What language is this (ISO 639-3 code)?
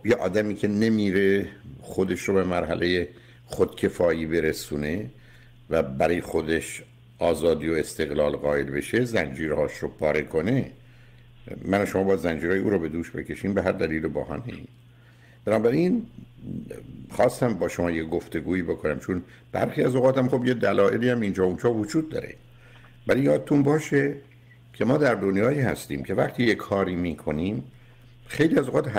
fas